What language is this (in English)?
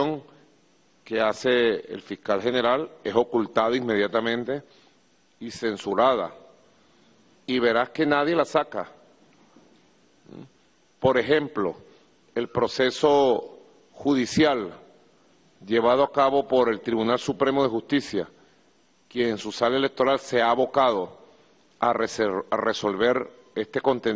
Spanish